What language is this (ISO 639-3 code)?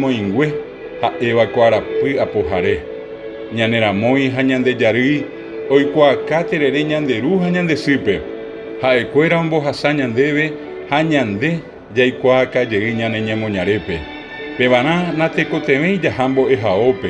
grn